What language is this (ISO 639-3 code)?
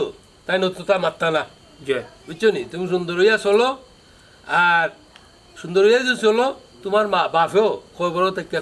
syl